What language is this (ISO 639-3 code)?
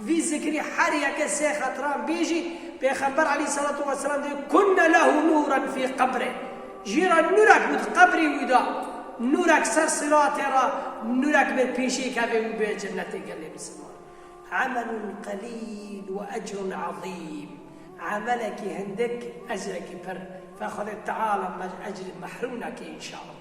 kur